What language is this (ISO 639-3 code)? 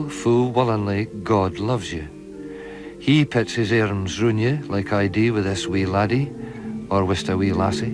sco